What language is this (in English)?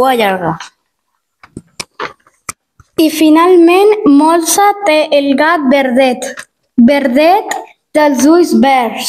Catalan